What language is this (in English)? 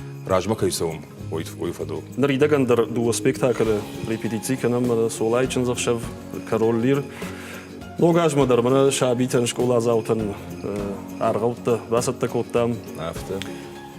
Ossetic